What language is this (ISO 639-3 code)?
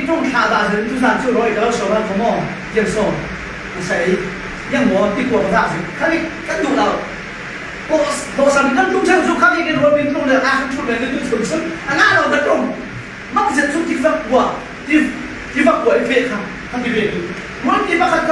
cfm